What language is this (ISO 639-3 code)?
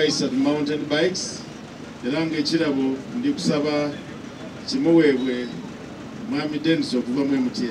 xog